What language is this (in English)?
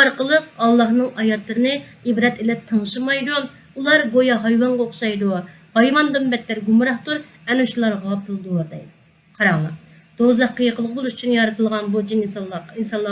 Uyghur